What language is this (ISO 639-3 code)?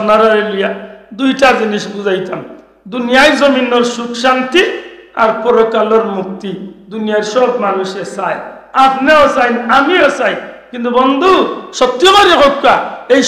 syl